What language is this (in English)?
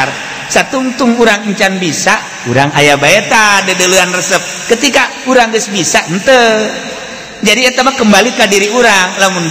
Sundanese